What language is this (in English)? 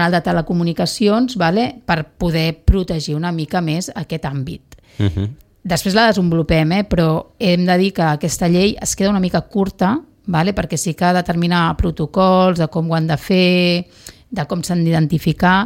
Catalan